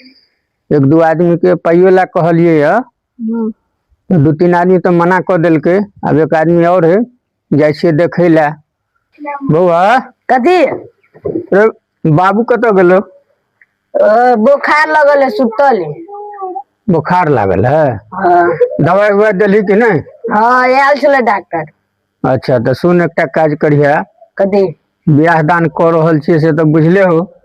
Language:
Maithili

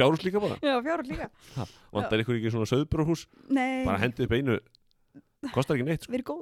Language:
Icelandic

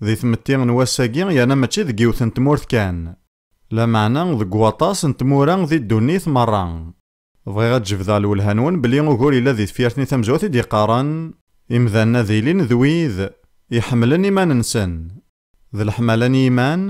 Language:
Kabyle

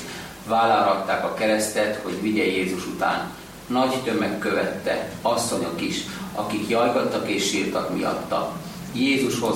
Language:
Hungarian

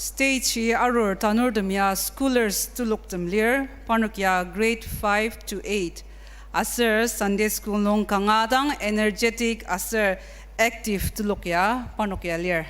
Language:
Ao Naga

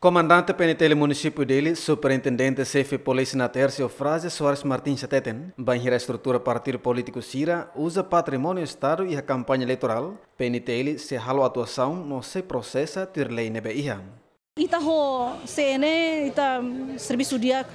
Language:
Tetum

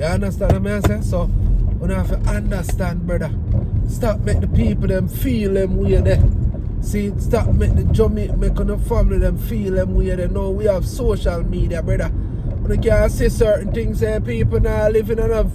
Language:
Jamaican Creole English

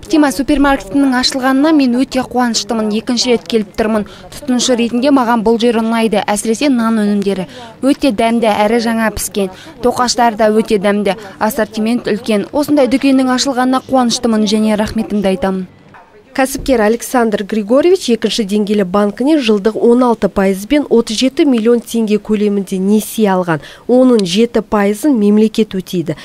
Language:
Kazakh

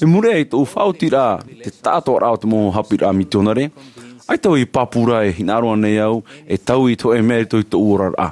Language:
Tahitian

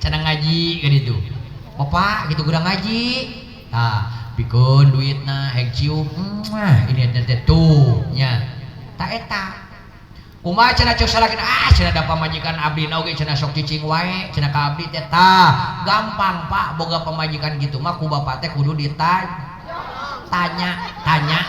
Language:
Sundanese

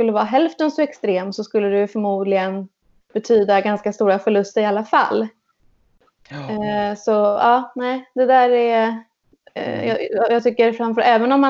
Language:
Swedish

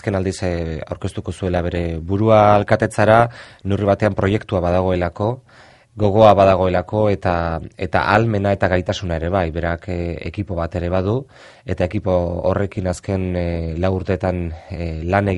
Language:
Basque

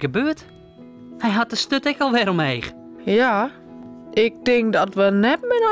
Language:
Western Frisian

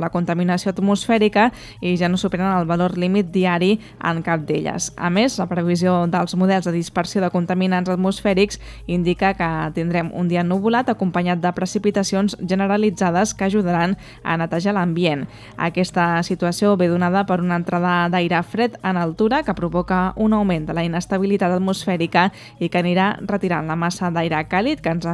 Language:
Catalan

